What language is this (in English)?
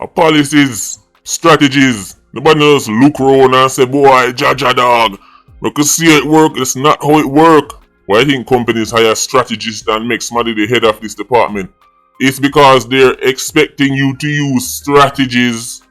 Jamaican Creole English